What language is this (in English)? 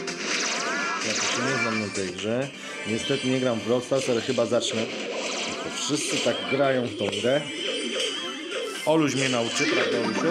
Polish